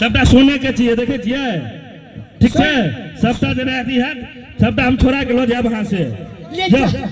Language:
Maithili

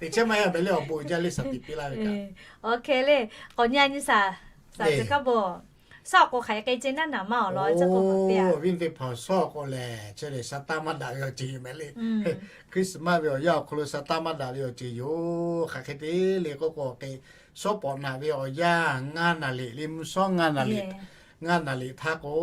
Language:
Lahu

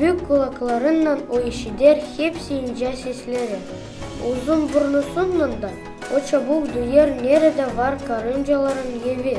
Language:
Gagauz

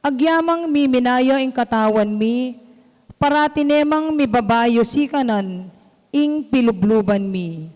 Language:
Pampanga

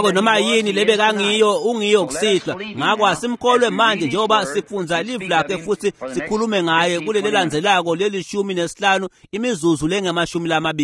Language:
Swati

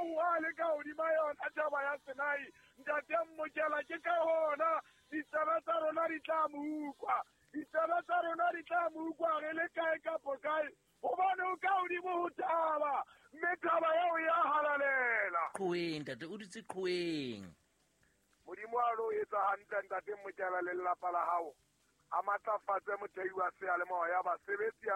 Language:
Southern Sotho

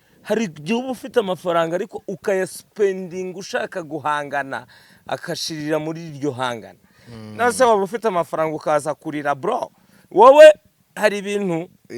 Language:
Kinyarwanda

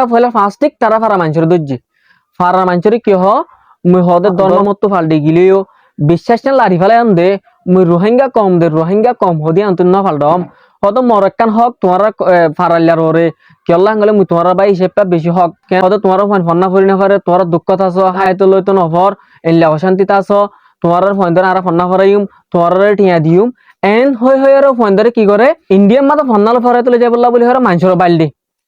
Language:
Rohingya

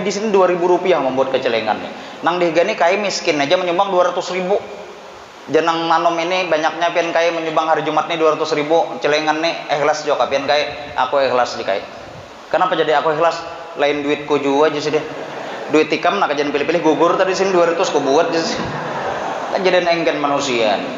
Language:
Banjar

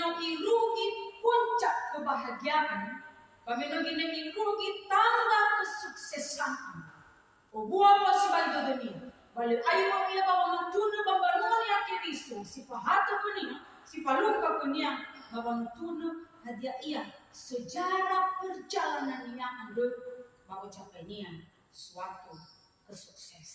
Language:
Nias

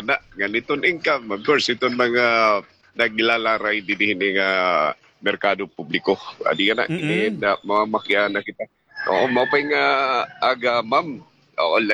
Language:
Waray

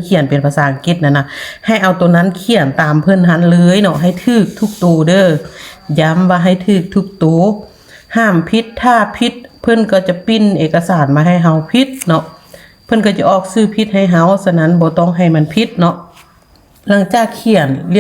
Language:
Lao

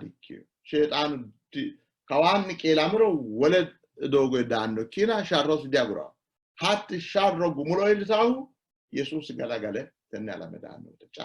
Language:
Sidamo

